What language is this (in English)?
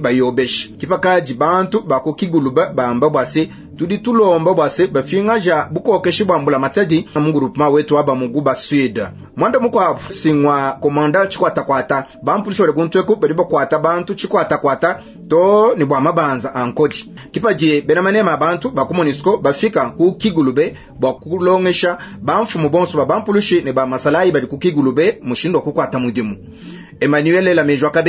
Luba-Lulua